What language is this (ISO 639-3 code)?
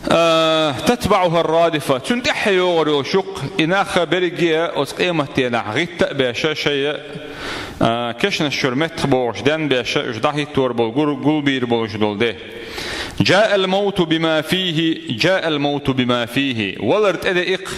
che